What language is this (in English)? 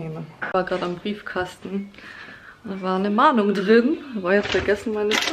German